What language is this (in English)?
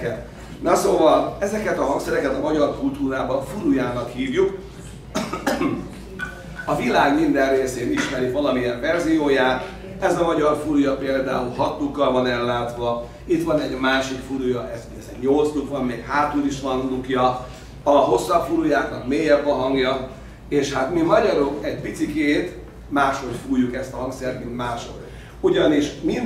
Hungarian